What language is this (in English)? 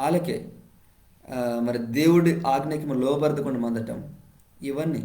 Koya